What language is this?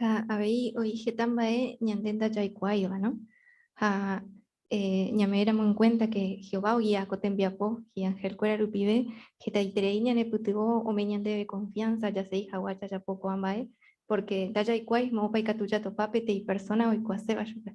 Guarani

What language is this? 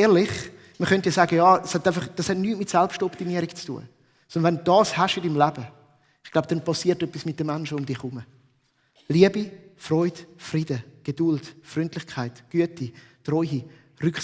Swiss German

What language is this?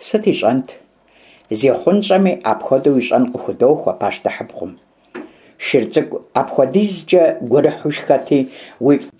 Kabardian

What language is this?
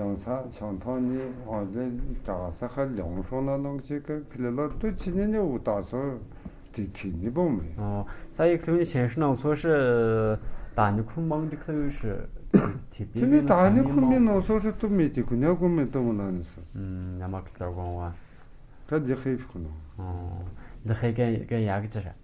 Tu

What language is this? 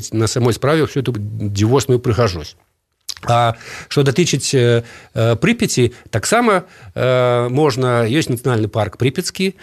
Belarusian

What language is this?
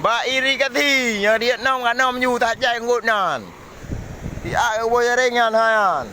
Achinese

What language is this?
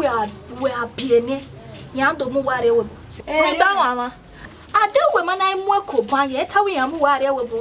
Bini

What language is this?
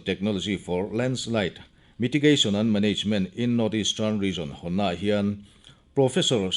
Mizo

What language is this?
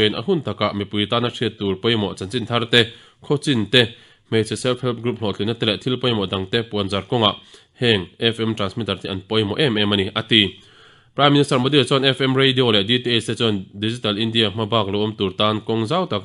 Mizo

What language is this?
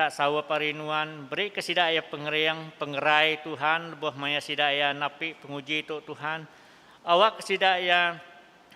Iban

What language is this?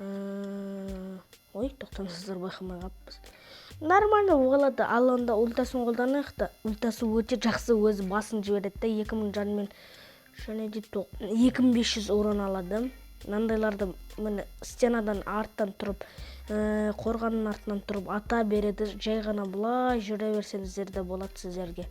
Kazakh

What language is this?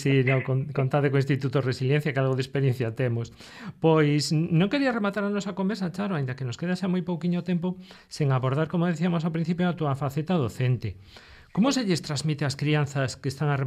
Galician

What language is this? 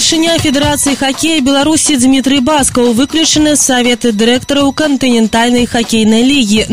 Belarusian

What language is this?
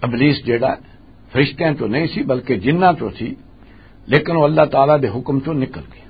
Western Panjabi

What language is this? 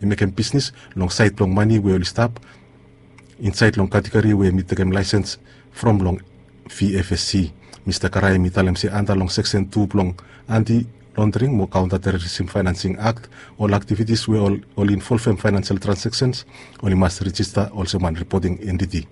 Bislama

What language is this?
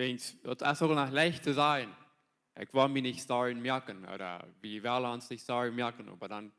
Plautdietsch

